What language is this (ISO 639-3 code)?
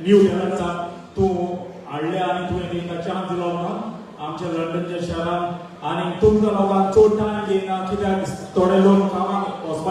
kok